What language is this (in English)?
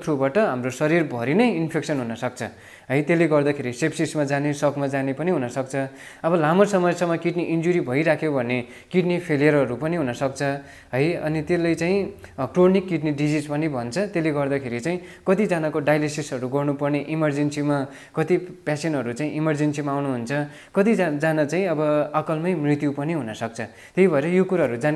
Nepali